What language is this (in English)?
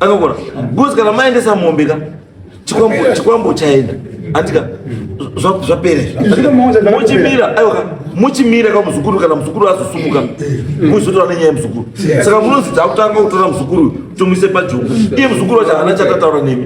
Shona